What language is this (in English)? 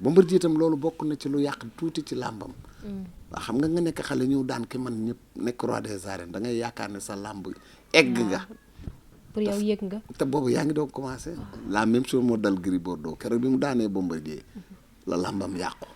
Wolof